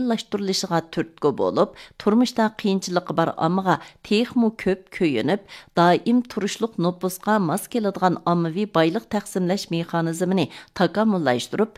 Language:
Uyghur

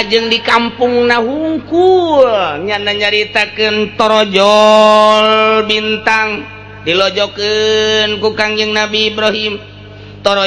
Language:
Sundanese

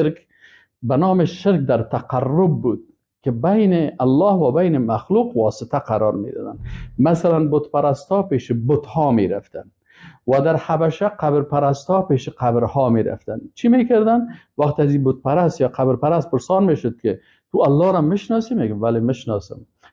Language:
Persian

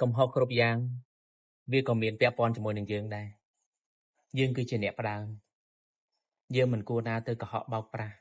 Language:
Khmer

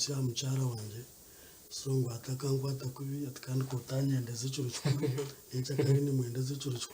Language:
Nyankole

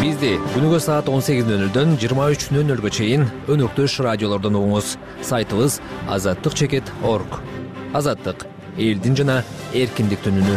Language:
Kyrgyz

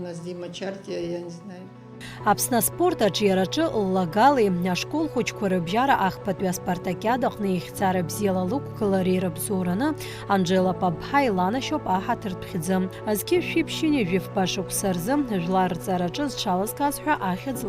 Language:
Abkhazian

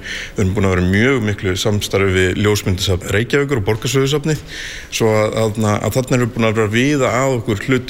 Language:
Icelandic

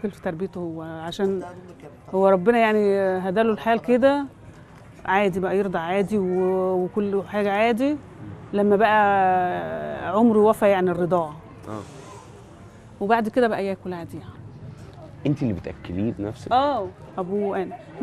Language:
Egyptian Arabic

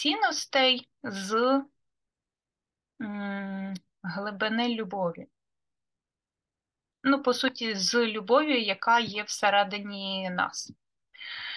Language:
Ukrainian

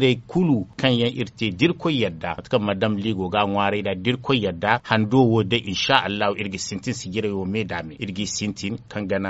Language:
Zarma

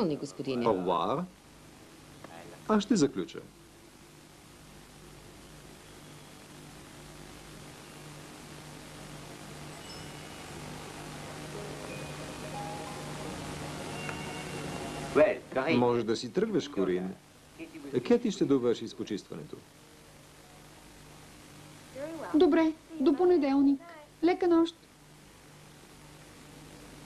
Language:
Bulgarian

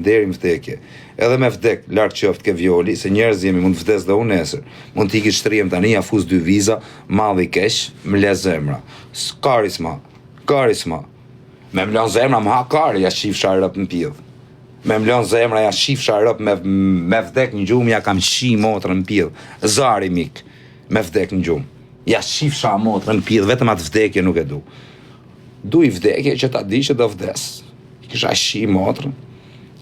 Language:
Albanian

